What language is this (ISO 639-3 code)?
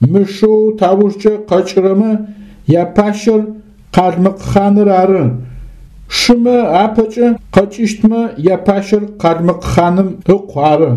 ady